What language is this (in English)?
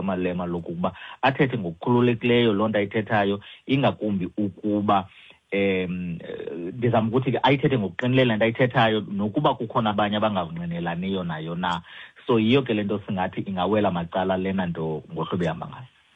Xhosa